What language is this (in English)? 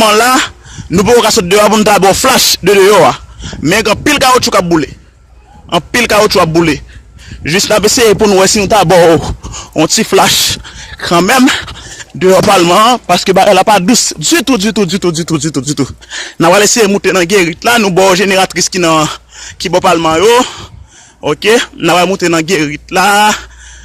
Haitian Creole